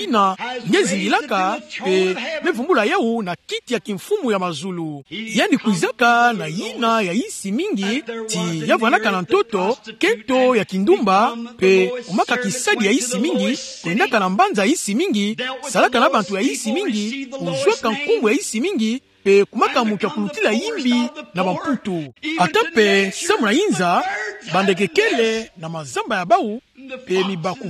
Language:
Kituba (Democratic Republic of Congo)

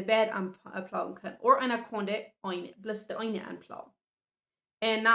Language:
Plautdietsch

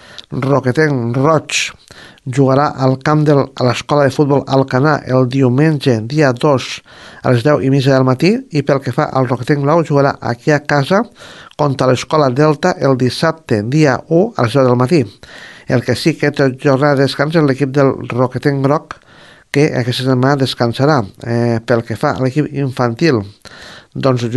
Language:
Catalan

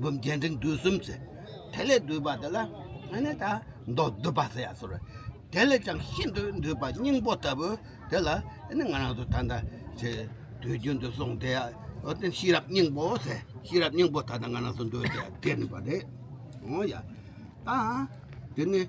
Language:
Tibetan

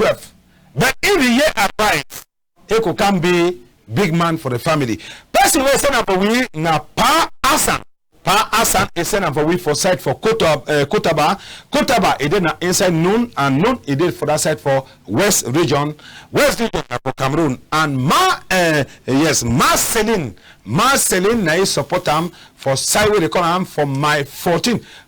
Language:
Cameroon Pidgin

